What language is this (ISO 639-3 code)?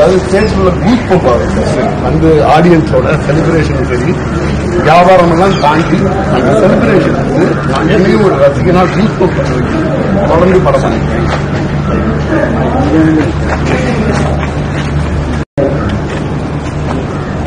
tam